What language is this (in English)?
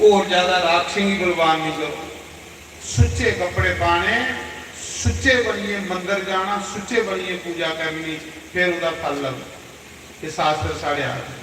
Dogri